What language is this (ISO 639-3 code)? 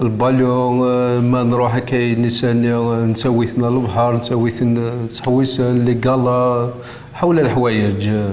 kab